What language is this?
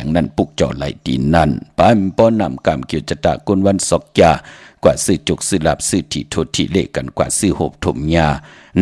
Shan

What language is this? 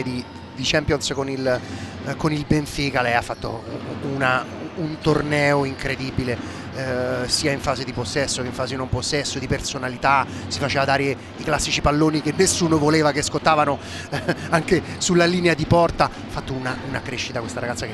Italian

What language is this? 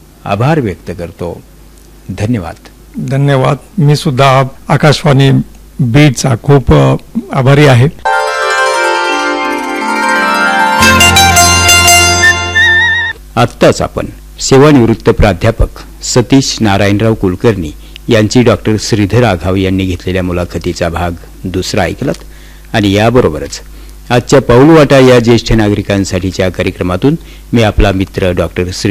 Marathi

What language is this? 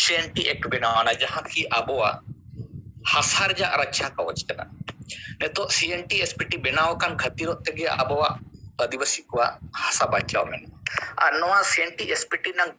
Santali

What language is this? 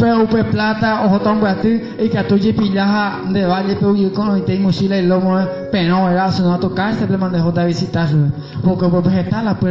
Guarani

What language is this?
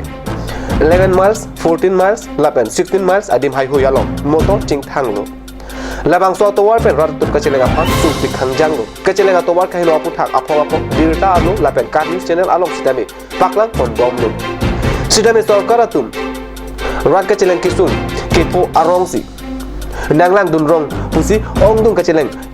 Karbi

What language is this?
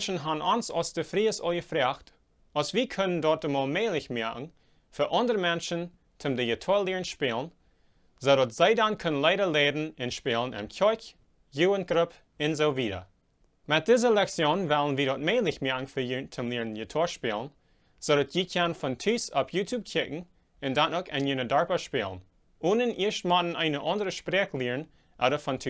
Plautdietsch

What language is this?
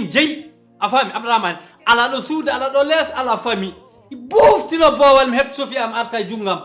Fula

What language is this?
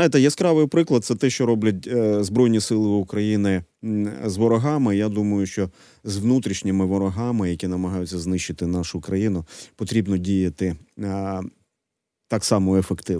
Ukrainian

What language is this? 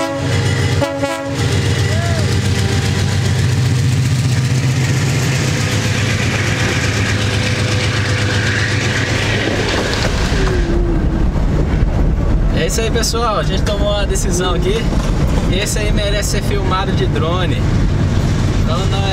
Portuguese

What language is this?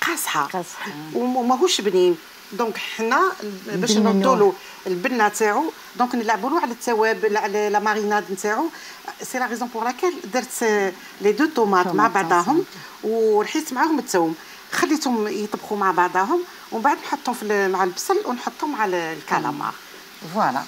Algerian Arabic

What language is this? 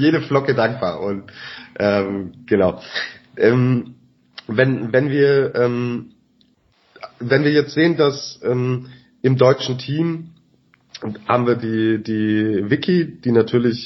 German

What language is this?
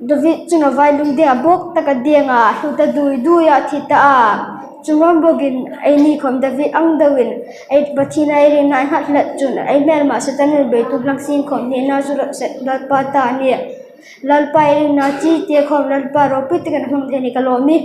Hmar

